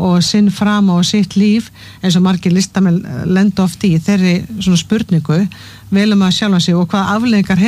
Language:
Icelandic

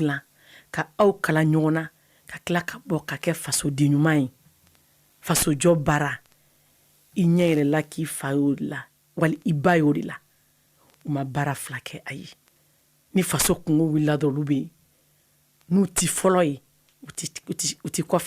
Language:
Bambara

